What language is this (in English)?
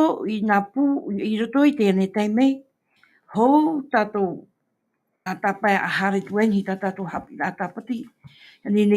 Tahitian